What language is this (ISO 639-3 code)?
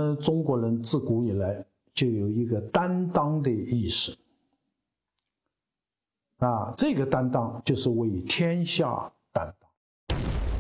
zho